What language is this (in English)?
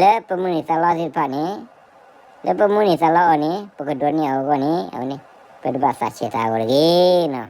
S'gaw Karen